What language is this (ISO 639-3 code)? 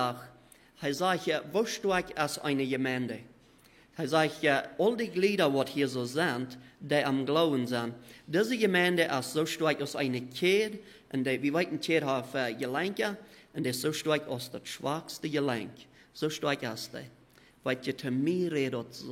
pdt